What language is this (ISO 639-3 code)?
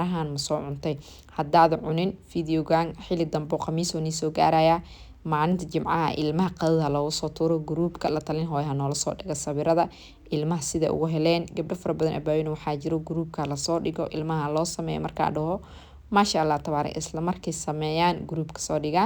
som